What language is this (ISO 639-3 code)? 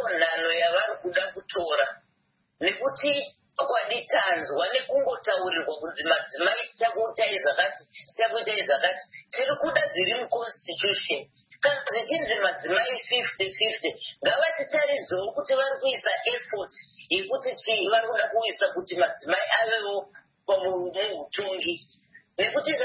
sna